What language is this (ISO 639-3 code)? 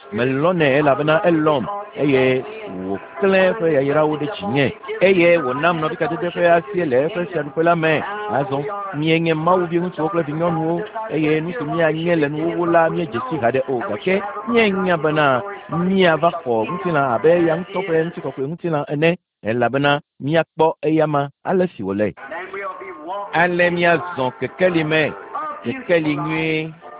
ewe